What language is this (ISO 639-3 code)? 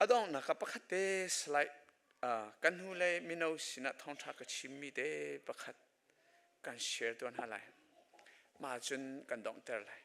cnh